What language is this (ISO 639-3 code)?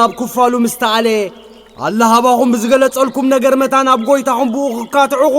tir